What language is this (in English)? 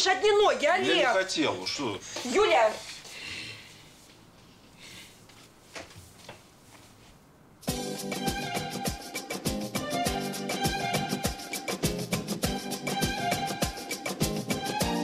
Russian